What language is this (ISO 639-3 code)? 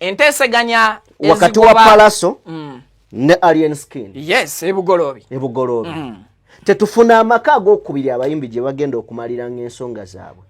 lug